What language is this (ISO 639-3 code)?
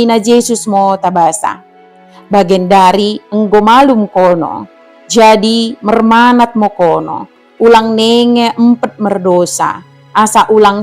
btd